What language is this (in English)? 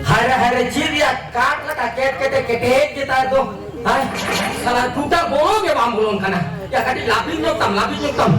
Santali